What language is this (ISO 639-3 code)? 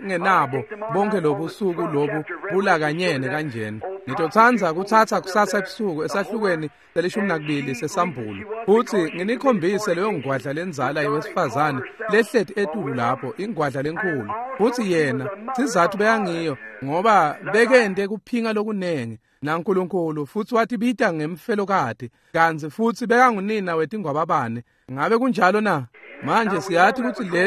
ssw